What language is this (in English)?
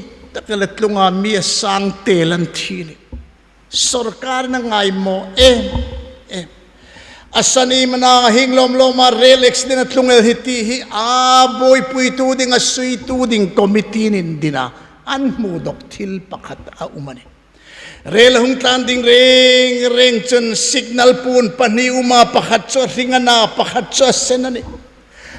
Hmar